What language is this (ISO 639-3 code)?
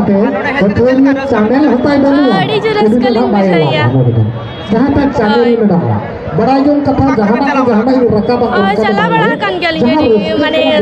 sat